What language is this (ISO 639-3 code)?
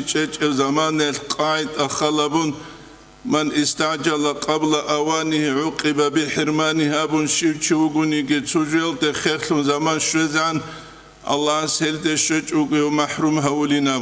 ava